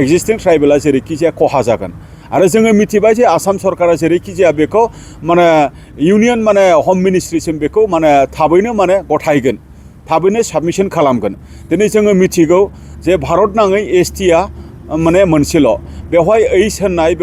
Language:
Bodo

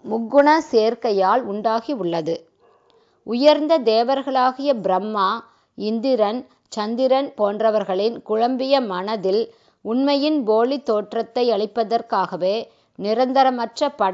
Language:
Tamil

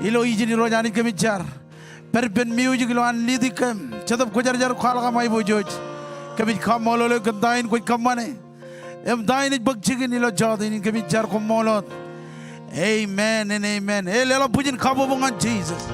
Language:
Marshallese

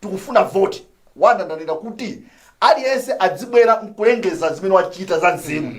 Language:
Nyanja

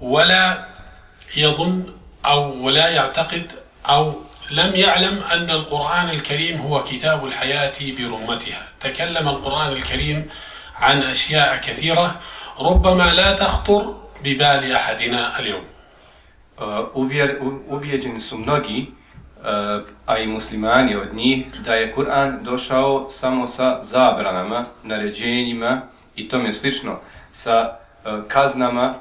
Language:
Bosnian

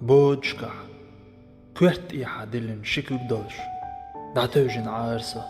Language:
Chechen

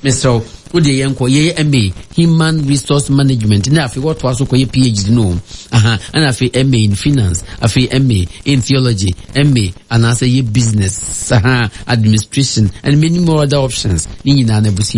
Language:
Akan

